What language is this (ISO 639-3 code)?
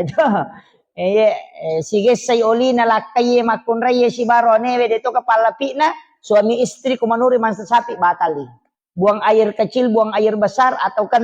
bug